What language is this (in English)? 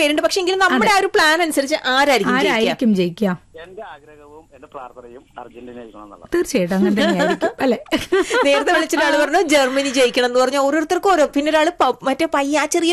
Malayalam